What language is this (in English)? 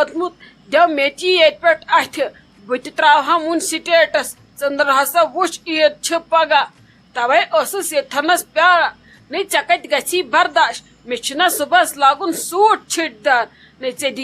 Kashmiri